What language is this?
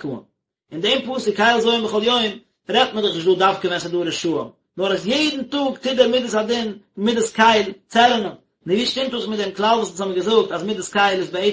Yiddish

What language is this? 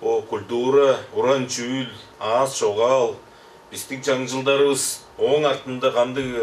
Tuvinian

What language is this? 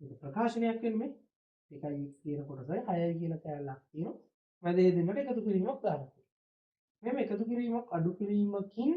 Sinhala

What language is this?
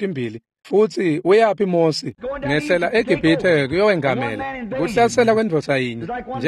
Swati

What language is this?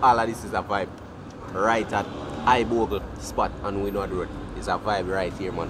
Jamaican Creole English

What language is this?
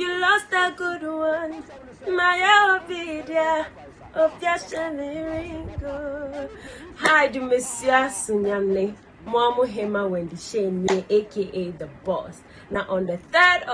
Akan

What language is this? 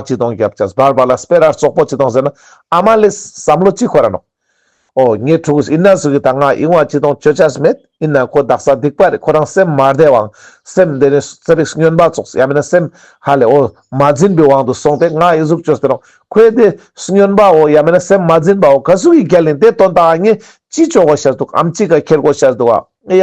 Ladakhi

